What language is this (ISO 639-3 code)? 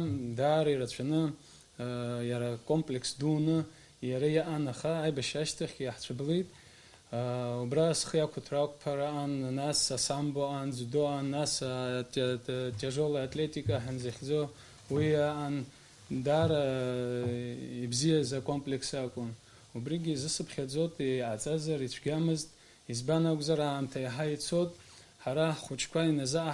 abk